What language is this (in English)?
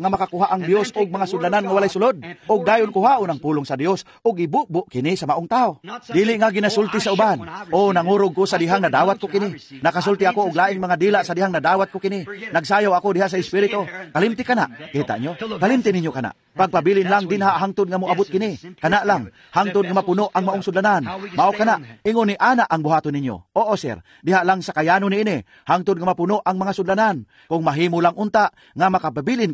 Cebuano